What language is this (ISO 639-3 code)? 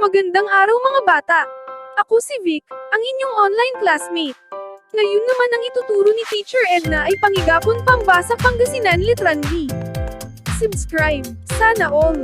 pag